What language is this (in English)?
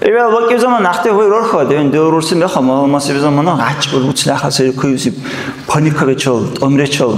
Dargwa